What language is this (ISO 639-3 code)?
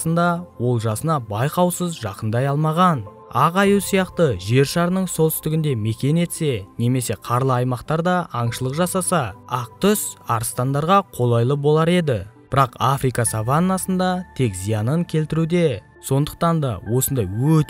kaz